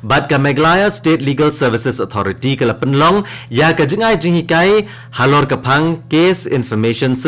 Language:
Khasi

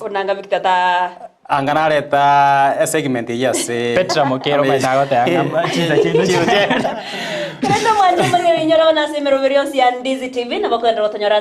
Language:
Gusii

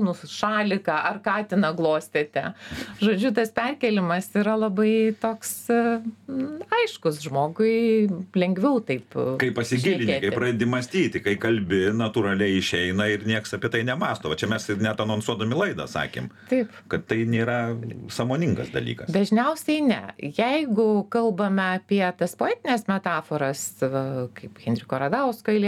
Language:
Lithuanian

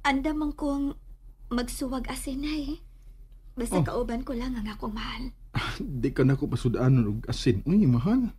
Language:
Cebuano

